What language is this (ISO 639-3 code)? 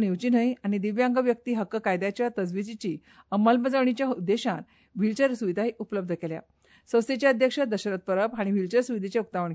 kok